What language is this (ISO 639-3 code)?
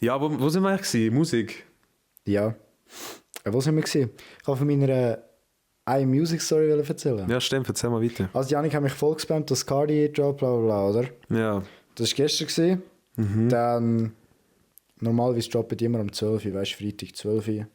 gsw